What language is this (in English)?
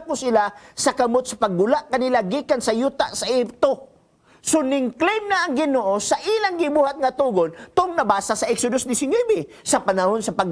Cebuano